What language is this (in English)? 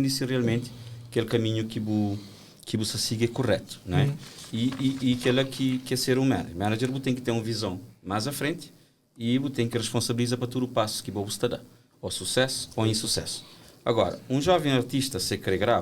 Kabuverdianu